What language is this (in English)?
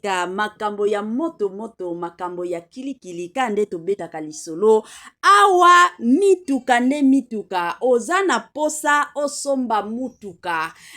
Lingala